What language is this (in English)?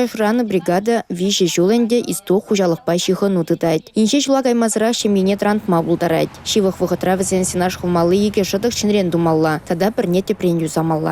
Chuvash